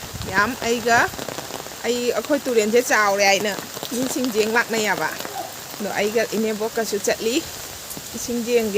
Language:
Manipuri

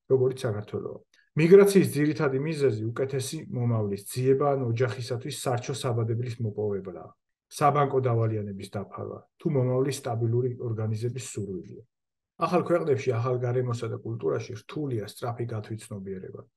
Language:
Georgian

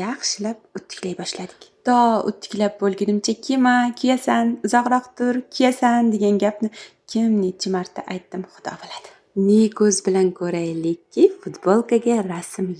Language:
Uzbek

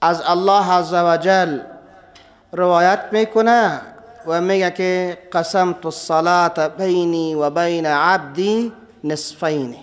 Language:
Persian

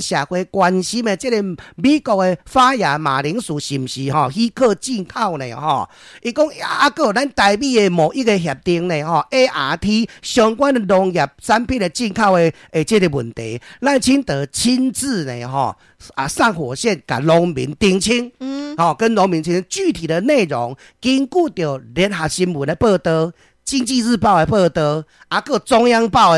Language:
Min Nan Chinese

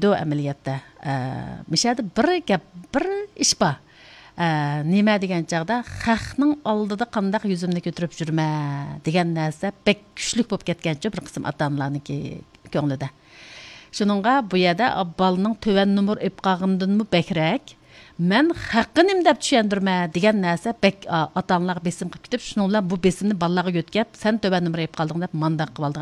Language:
Uyghur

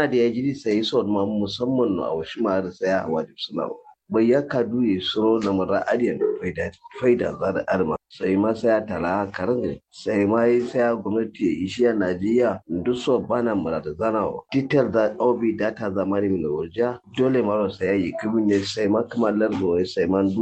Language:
Kanuri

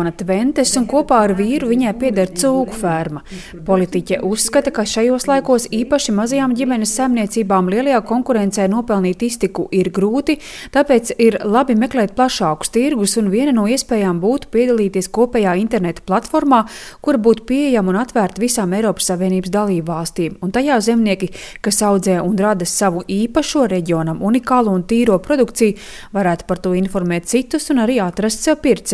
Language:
Latvian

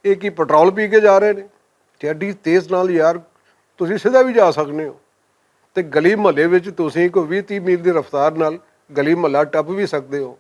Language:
Western Panjabi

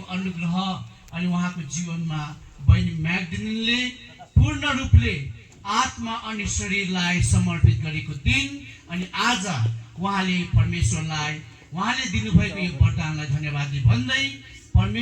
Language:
Nepali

